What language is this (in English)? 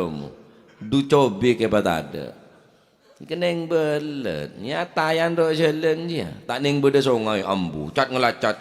Madurese